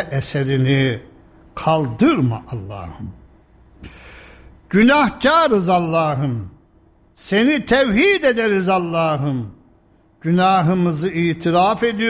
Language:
Turkish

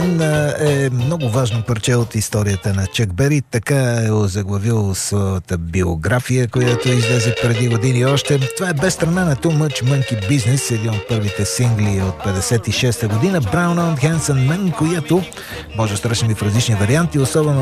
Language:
Bulgarian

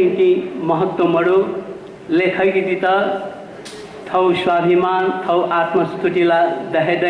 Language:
Newari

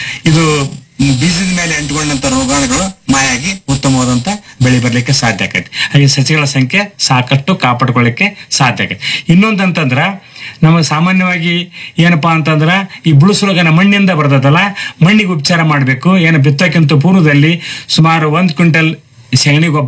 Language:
Kannada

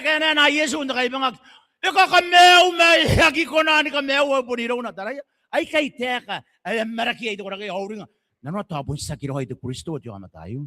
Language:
Gilbertese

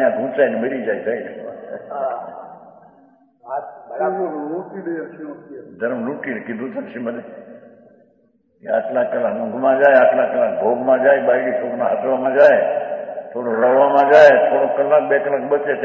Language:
Gujarati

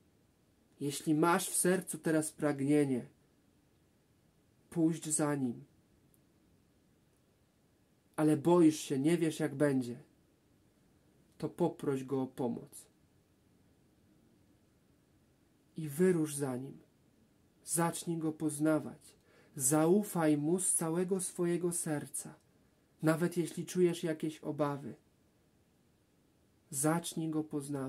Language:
Polish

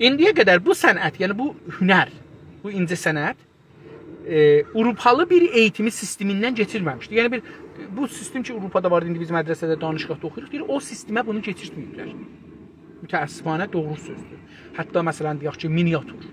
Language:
South Azerbaijani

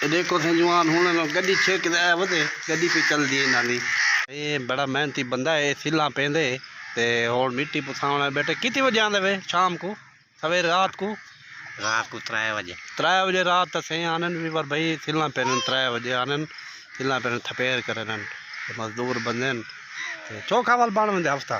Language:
Saraiki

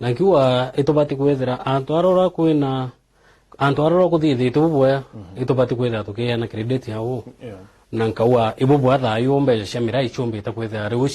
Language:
Meru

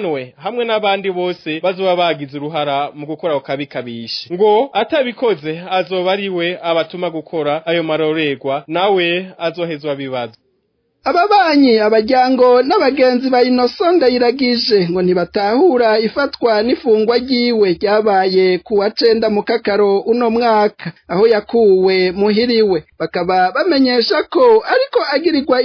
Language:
Rundi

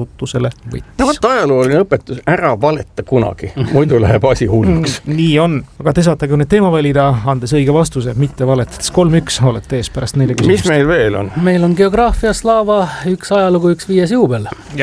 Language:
Estonian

